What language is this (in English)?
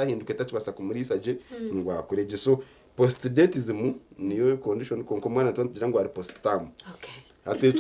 Nyankole